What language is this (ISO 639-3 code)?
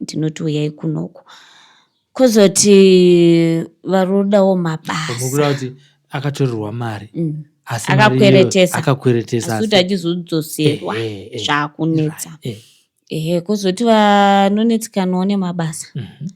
sna